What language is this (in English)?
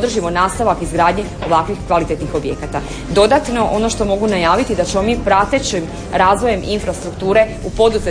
Croatian